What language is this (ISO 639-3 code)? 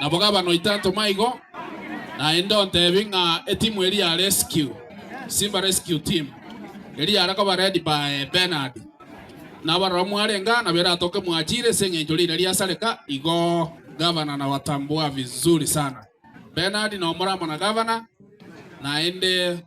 guz